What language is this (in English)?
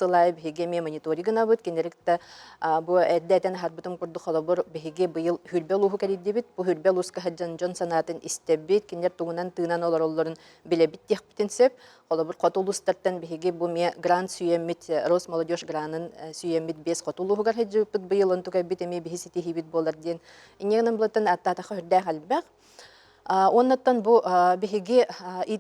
Yakut